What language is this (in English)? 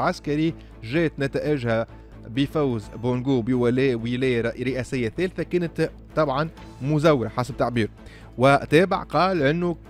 Tunisian Arabic